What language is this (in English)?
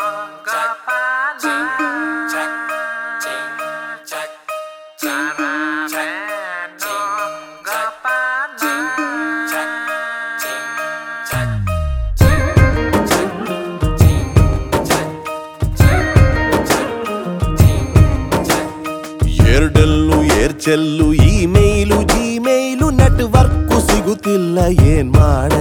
Kannada